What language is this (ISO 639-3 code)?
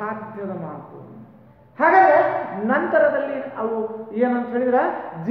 kan